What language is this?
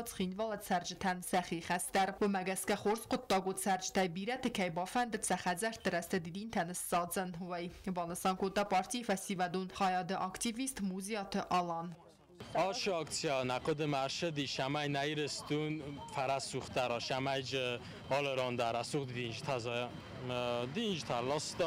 Ossetic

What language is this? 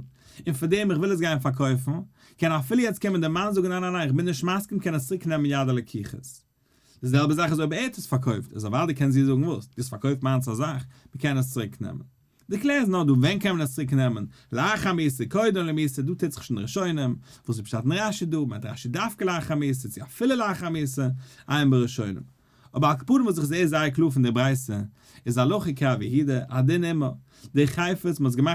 Yiddish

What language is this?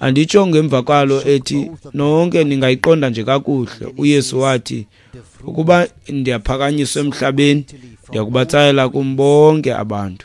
Xhosa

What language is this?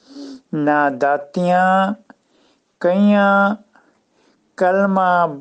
Punjabi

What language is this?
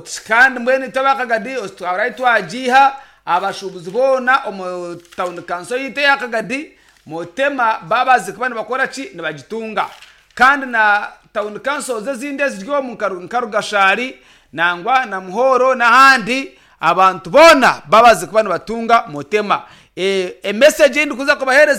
Nyankole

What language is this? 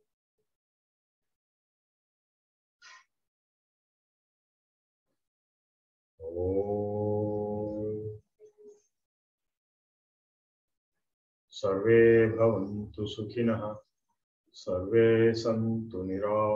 English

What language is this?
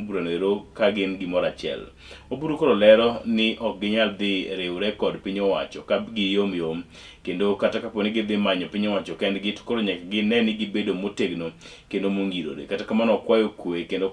Luo (Kenya and Tanzania)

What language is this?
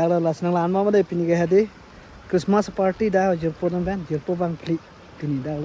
Karbi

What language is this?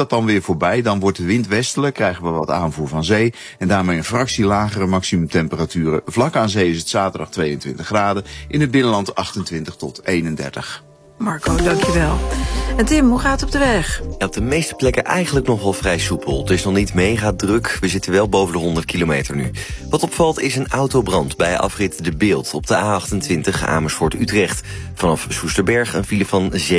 Dutch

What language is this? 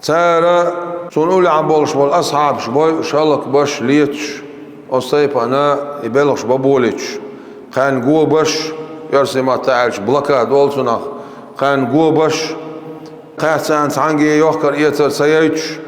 Chechen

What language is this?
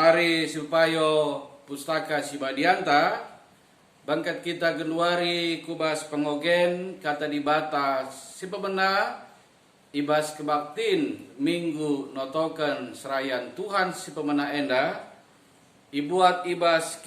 Batak Karo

